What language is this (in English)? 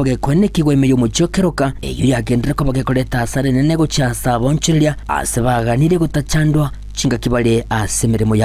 Gusii